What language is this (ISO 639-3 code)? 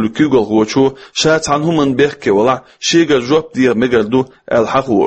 che